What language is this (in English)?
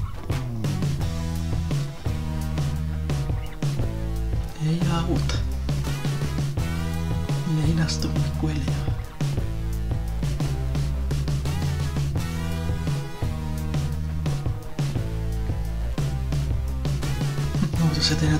Finnish